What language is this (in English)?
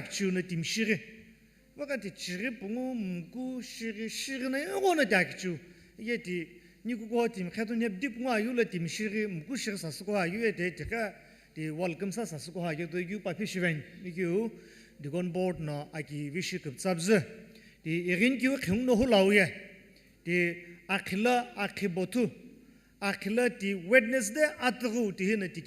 Sumi Naga